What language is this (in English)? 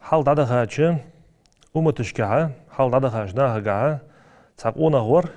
Ingush